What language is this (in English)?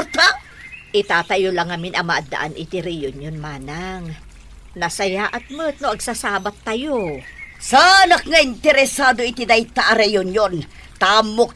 Iloko